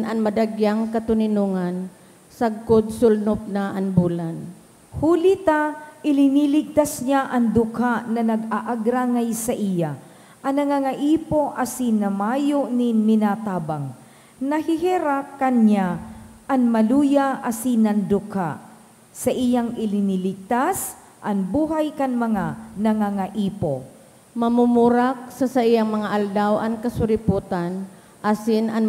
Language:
Bikol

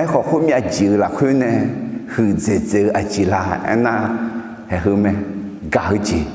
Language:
Akha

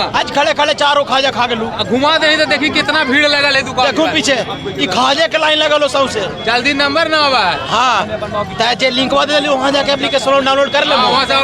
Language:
Magahi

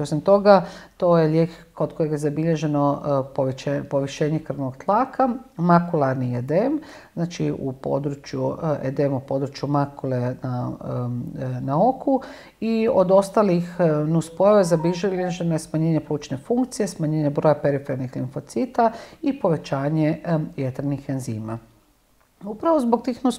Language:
Croatian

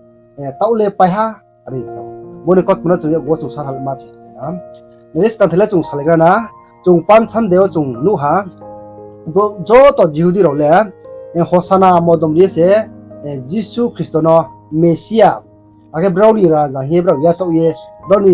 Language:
Riang (India)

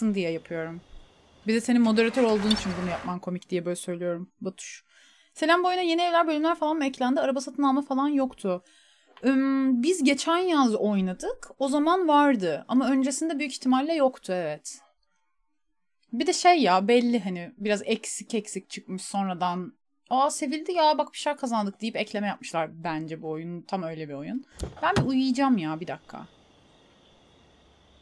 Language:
Turkish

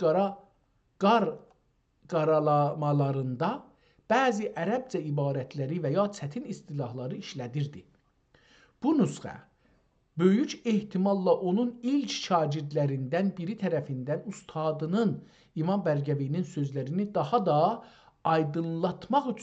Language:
South Azerbaijani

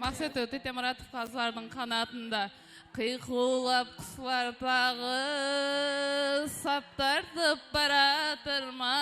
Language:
Kara-Kalpak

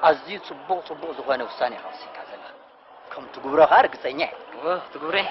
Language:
Tigrinya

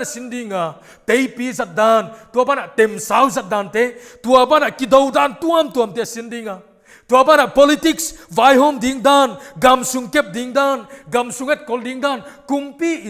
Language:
Paite Chin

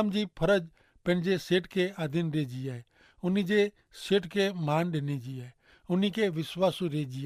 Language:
Kachhi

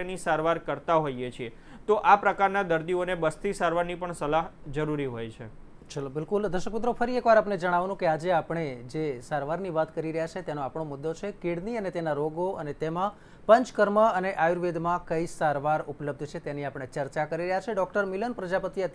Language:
Gujarati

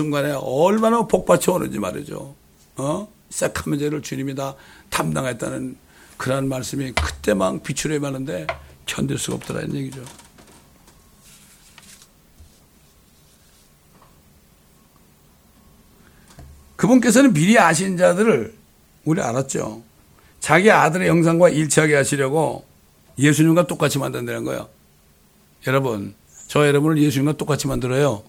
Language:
Korean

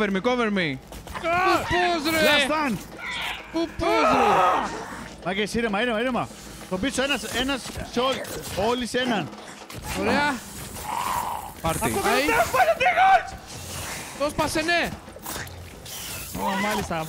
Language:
Greek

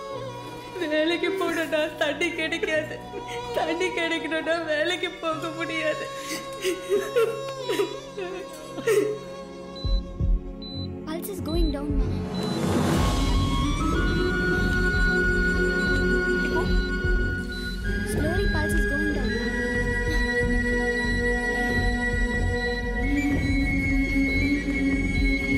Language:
Tamil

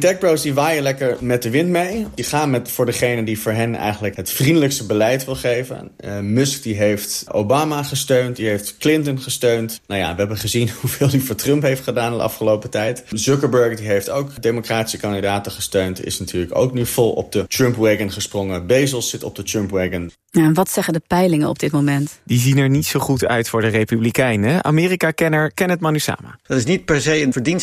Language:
Dutch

